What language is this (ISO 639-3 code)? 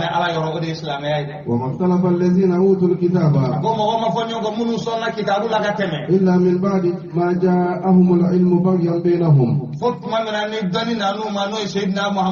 bam